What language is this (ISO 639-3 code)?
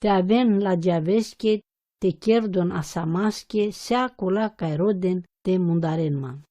rom